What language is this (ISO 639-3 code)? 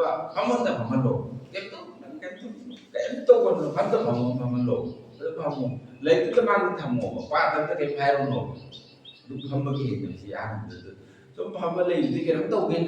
mni